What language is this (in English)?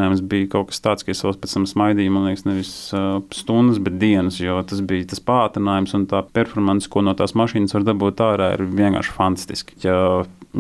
Latvian